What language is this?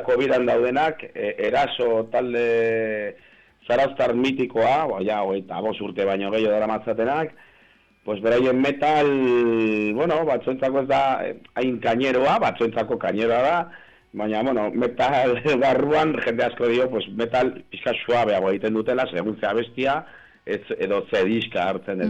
Basque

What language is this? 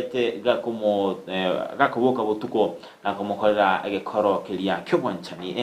Gusii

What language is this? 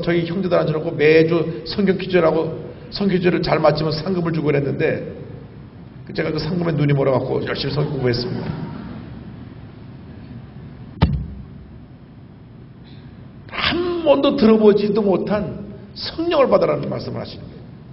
Korean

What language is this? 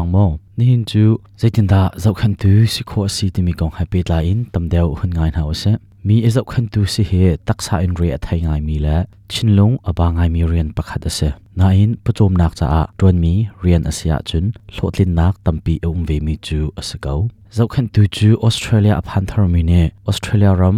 Hakha Chin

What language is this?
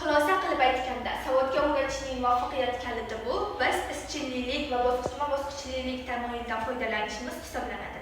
Uzbek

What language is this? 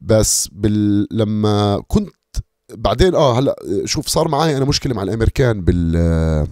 North Levantine Arabic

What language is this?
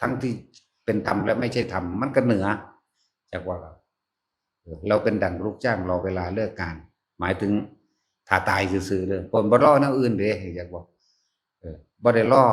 Northeastern Thai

